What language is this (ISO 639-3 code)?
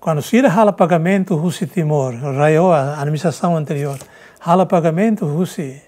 tet